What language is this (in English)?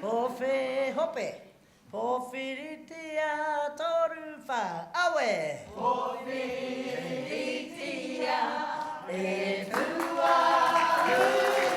Māori